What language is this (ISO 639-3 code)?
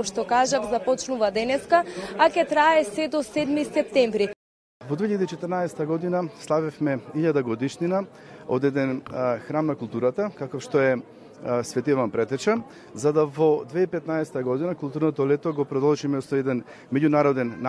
mkd